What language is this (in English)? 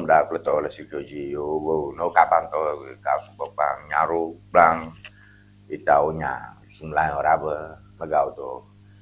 Ewe